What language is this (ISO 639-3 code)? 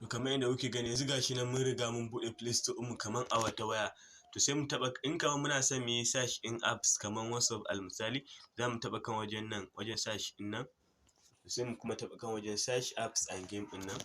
hau